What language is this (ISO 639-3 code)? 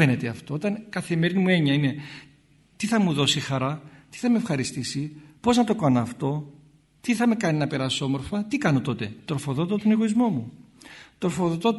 ell